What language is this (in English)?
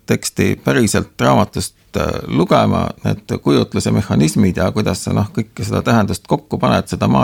Estonian